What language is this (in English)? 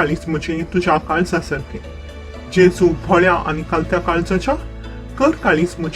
Konkani